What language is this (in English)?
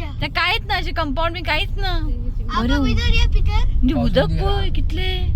Konkani